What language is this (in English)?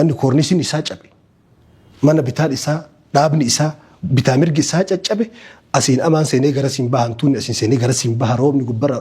Oromo